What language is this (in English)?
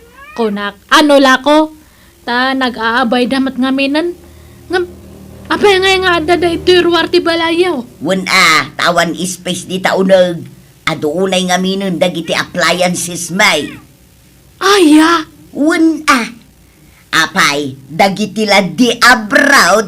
Iloko